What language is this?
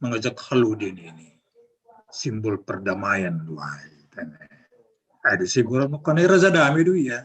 Batak Simalungun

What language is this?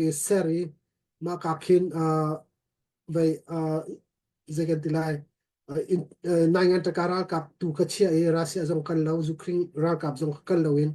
Hakha Chin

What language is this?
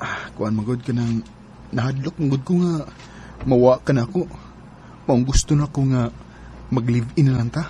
Cebuano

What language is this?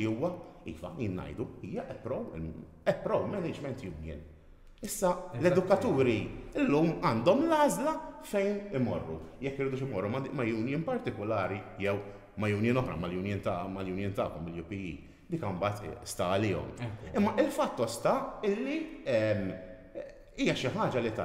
Maltese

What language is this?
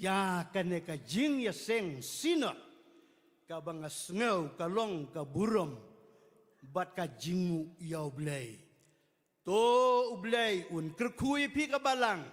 Khasi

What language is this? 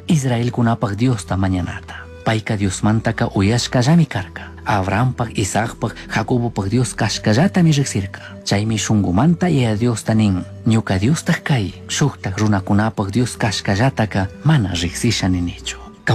Chimborazo Highland Quichua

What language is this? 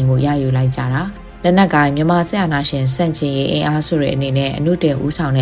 Burmese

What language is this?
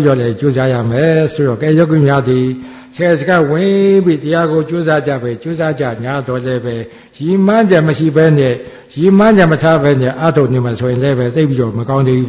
Burmese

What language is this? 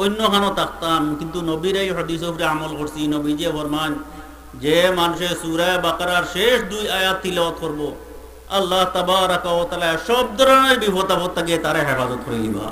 Sylheti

